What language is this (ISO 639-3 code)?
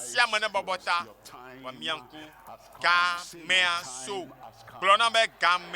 ewe